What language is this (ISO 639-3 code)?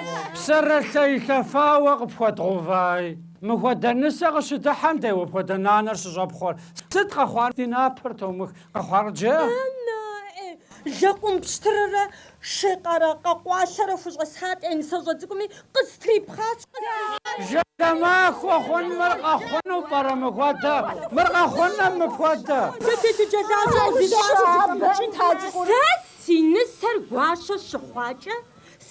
kbd